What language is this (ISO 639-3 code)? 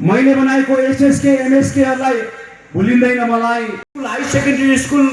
nep